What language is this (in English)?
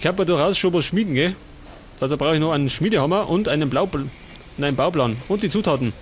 Bavarian